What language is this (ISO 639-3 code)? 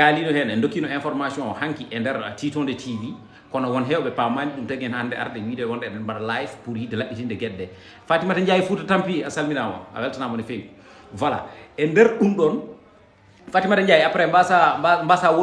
ful